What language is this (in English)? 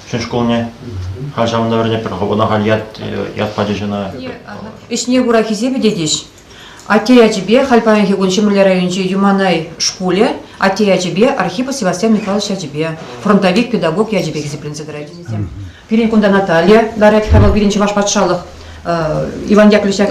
Chuvash